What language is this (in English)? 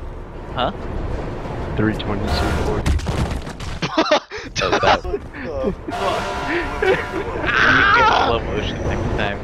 English